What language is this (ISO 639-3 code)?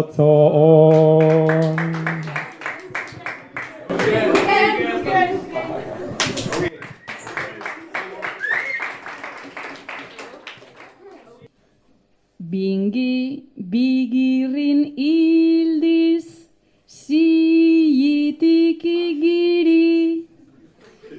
eus